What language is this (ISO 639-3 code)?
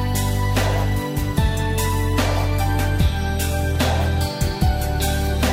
est